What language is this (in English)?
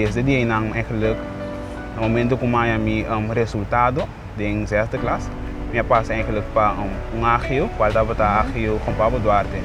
Papiamento